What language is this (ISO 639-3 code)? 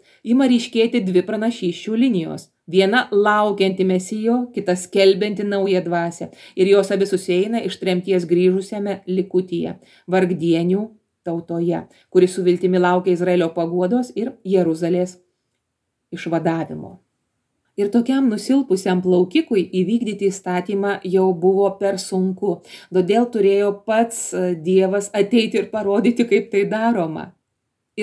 lit